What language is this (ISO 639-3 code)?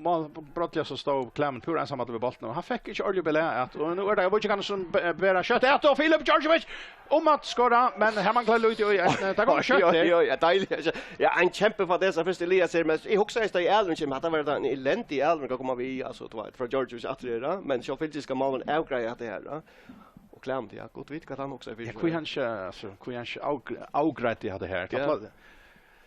fao